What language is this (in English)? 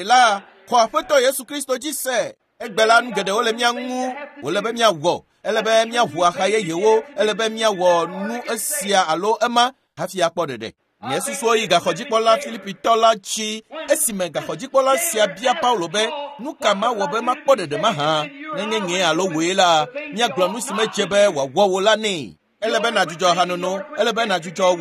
Ewe